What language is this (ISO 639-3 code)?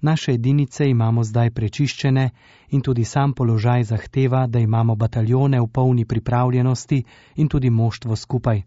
slv